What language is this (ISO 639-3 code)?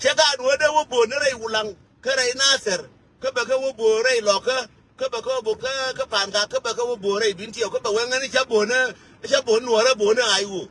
nus